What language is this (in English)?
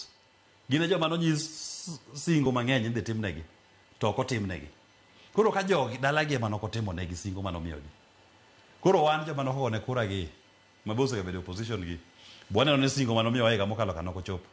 Luo (Kenya and Tanzania)